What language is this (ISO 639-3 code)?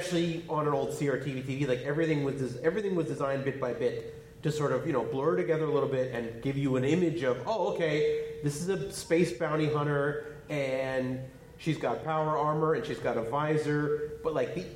eng